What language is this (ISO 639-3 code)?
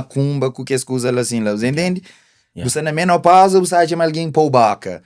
kea